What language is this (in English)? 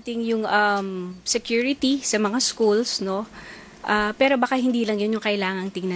Filipino